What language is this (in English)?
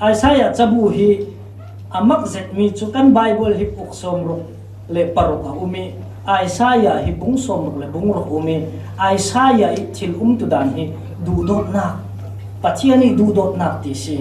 Falam Chin